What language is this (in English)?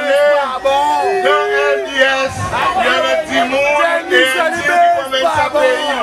Seselwa Creole French